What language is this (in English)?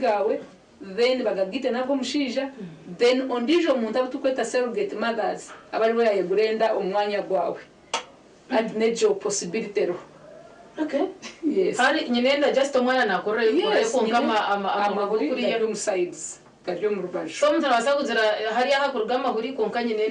Nyankole